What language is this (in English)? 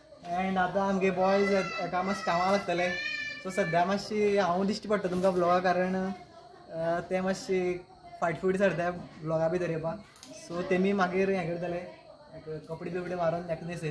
Konkani